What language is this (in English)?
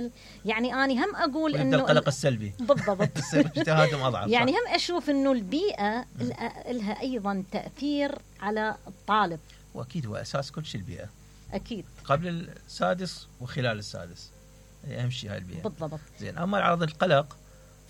Mesopotamian Arabic